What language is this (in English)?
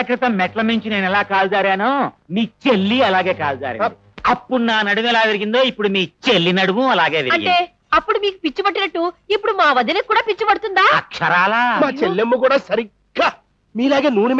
Telugu